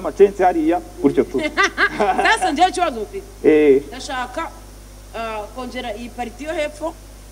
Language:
Kinyarwanda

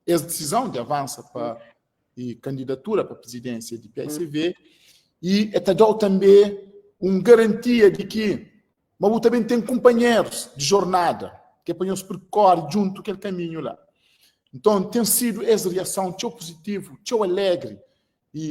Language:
Kabuverdianu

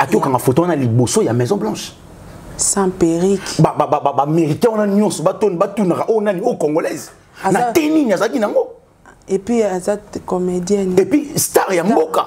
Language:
Lingala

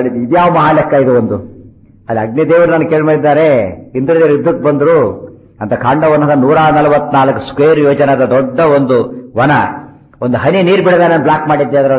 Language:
Kannada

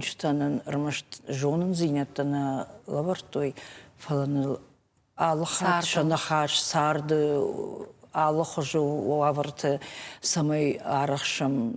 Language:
Ossetic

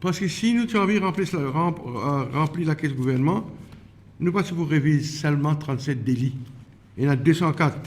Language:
Morisyen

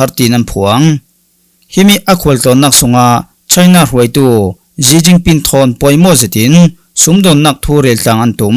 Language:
Falam Chin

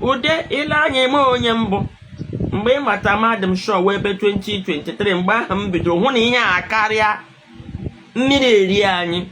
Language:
Igbo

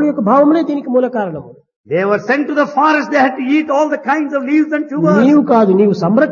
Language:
Telugu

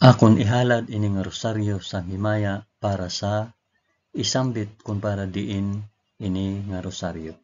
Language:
Hiligaynon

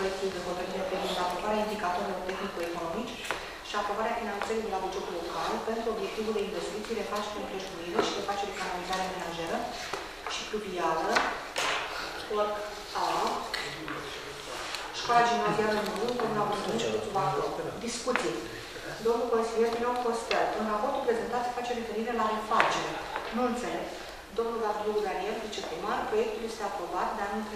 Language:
Romanian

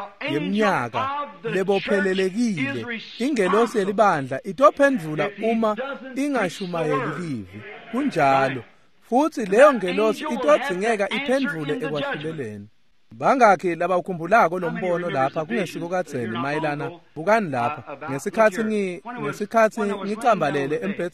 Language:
Swati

